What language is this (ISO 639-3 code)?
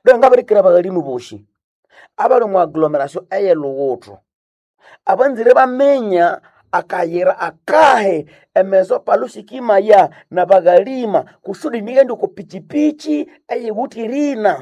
nnb